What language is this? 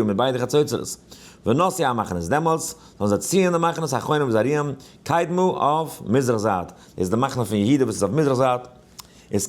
Yiddish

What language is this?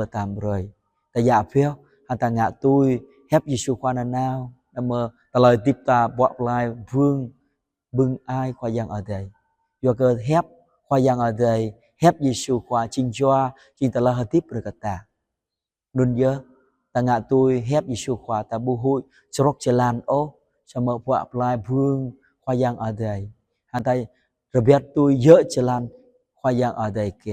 Jarai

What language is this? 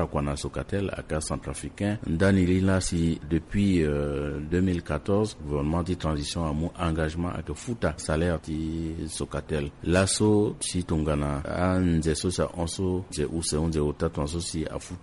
Sango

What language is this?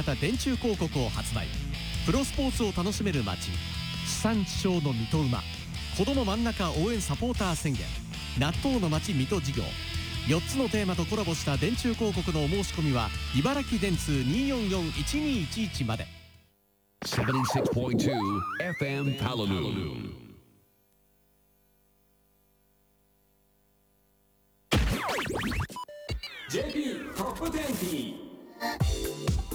Japanese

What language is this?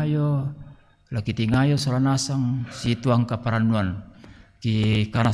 Toraja-Sa'dan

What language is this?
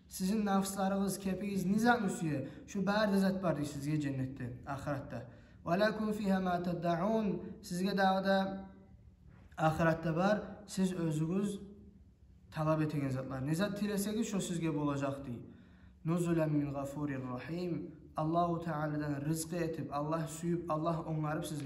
Kumyk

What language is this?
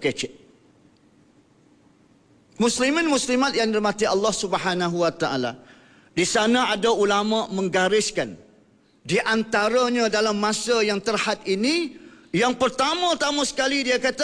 Malay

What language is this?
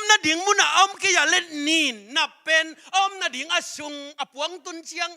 Tedim Chin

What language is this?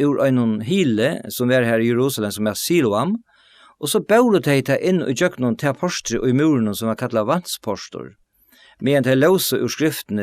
Faroese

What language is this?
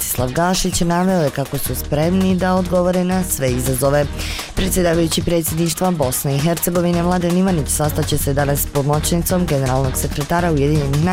Bosnian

